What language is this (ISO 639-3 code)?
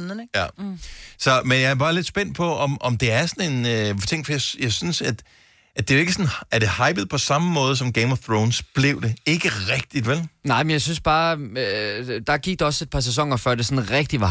dan